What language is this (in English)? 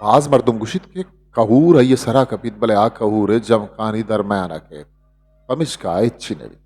Eastern Balochi